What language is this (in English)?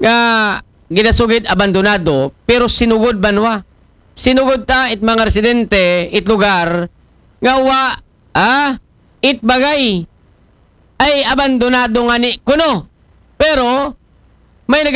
Aklanon